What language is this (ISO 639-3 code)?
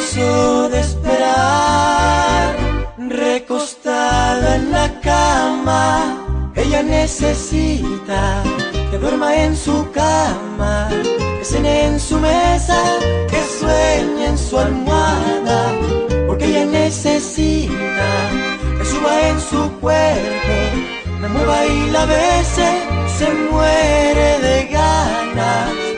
spa